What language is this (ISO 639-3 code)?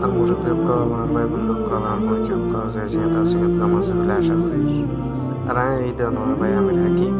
rhg